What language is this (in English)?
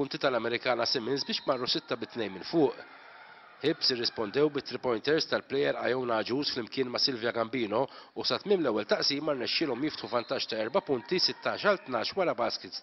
Maltese